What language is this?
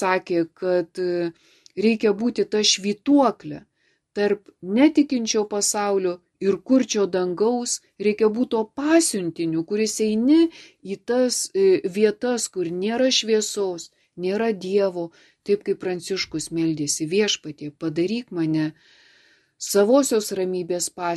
Lithuanian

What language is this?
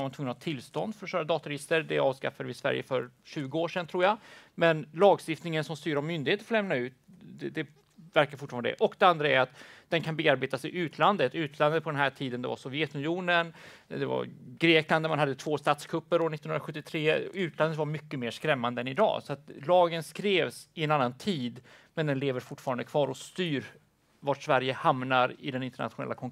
Swedish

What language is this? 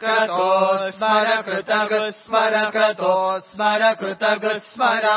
Sanskrit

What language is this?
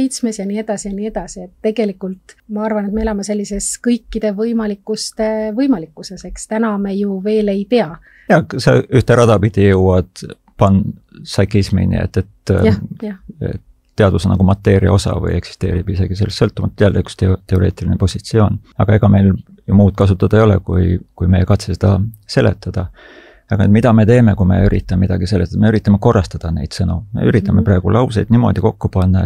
Estonian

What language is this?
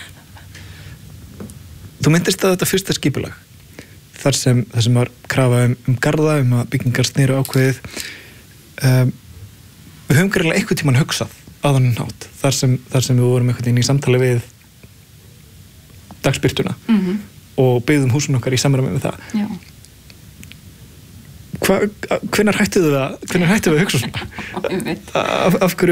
Icelandic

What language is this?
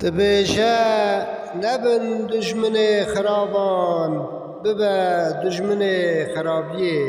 Kurdish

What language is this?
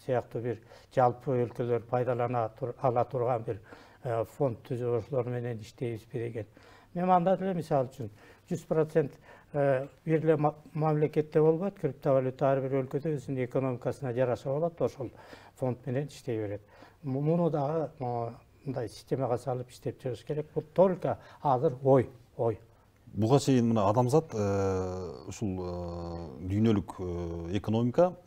Kyrgyz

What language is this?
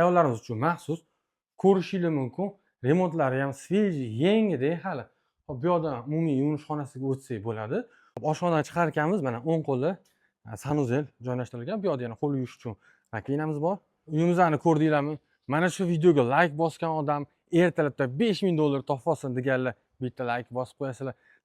Uzbek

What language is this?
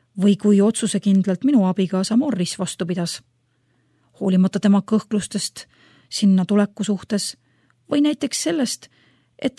Estonian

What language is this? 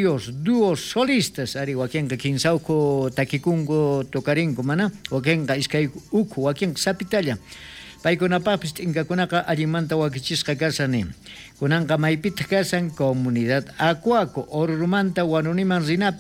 South Bolivian Quechua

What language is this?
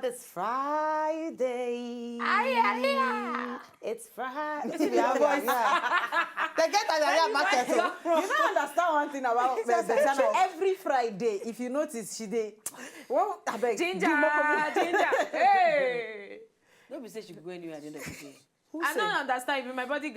Nigerian Pidgin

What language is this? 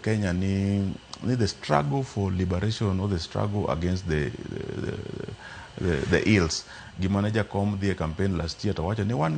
Luo (Kenya and Tanzania)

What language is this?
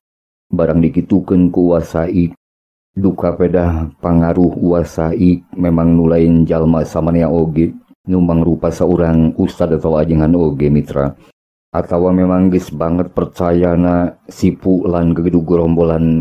Sundanese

